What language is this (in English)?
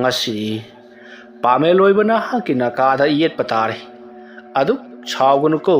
Manipuri